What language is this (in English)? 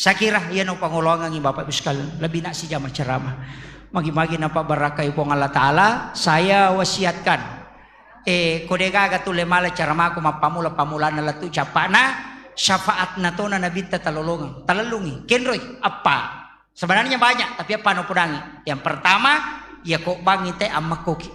Buginese